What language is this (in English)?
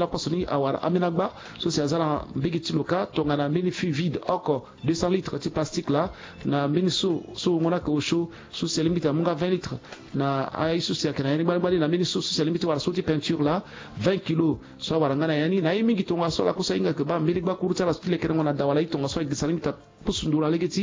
Sango